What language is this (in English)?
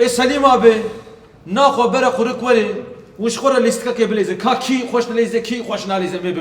Kurdish